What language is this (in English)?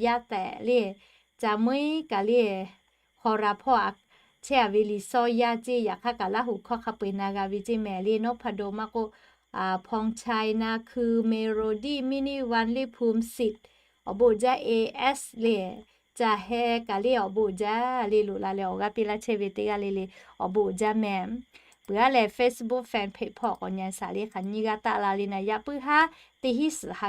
Lahu